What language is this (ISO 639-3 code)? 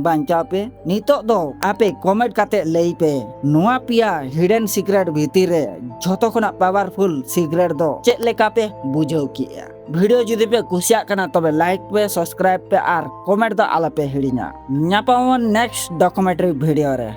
sat